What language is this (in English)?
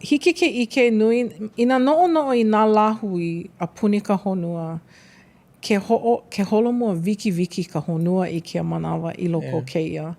Hawaiian